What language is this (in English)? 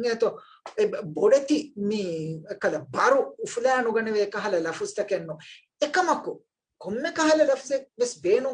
Divehi